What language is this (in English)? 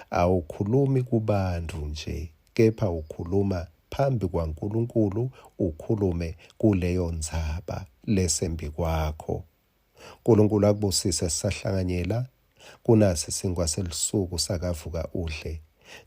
Swati